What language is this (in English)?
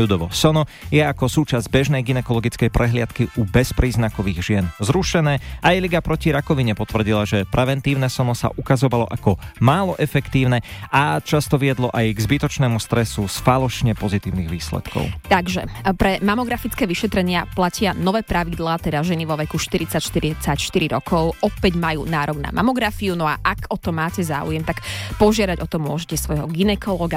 Slovak